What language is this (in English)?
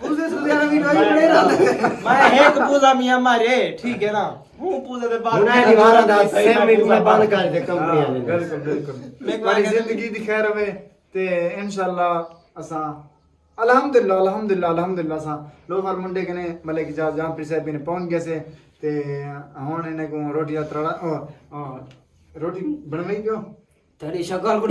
Saraiki